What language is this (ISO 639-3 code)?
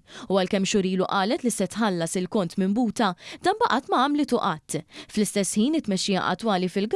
mlt